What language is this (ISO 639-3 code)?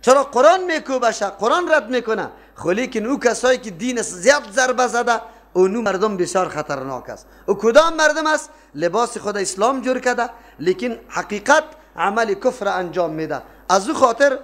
fas